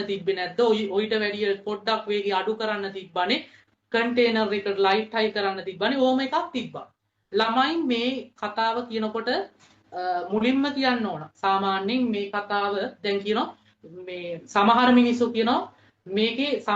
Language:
Sinhala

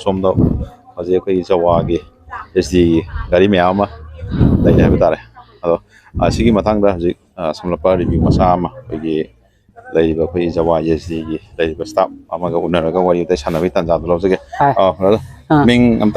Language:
Manipuri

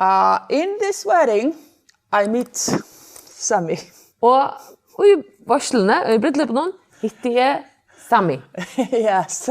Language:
Faroese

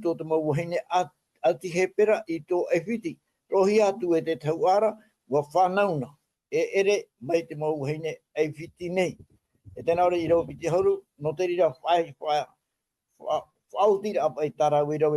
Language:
Tahitian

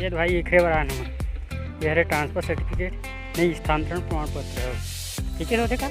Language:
Chhattisgarhi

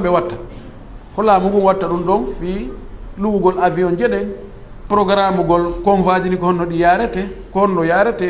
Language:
Fula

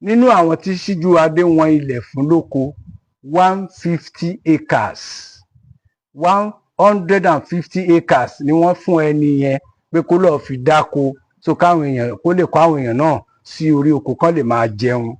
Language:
Yoruba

